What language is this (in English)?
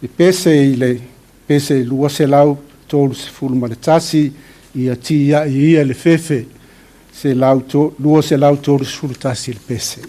Samoan